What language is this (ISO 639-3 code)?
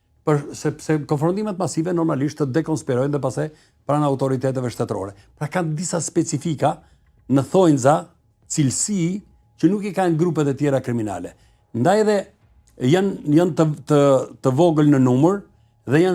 sqi